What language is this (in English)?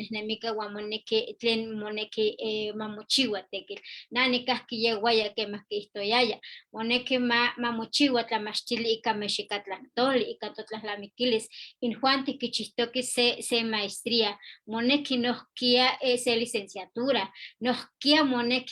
Eastern Huasteca Nahuatl